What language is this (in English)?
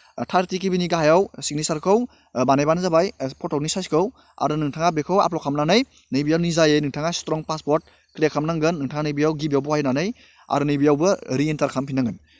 Bodo